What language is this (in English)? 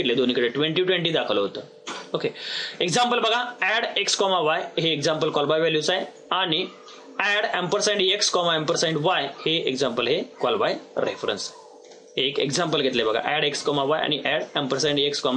Marathi